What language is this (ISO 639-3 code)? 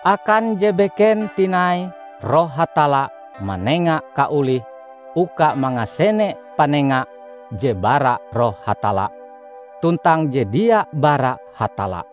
nij